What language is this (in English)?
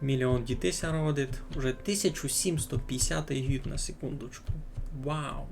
Rusyn